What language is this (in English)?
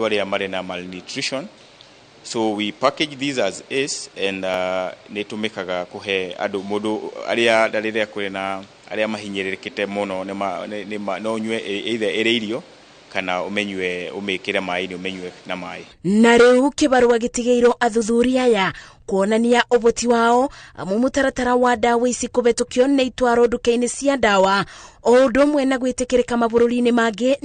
Kikuyu